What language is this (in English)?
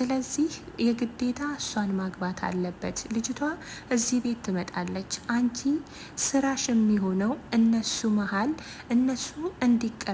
Amharic